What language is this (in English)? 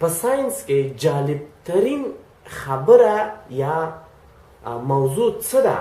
Pashto